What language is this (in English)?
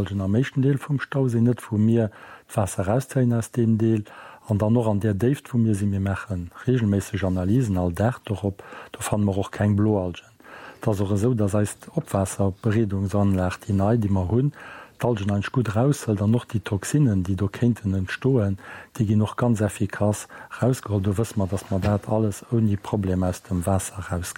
Luxembourgish